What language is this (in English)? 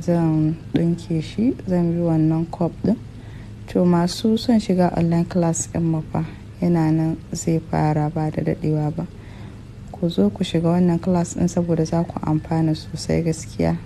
Hausa